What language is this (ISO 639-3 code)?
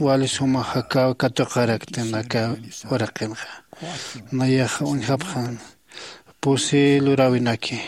aym